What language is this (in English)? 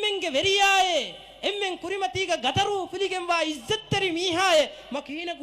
Divehi